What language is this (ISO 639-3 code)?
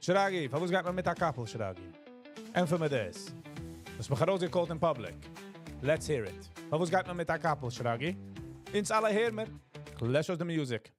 yid